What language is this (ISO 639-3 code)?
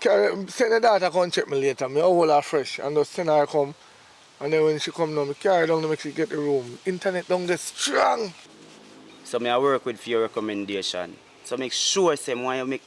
jam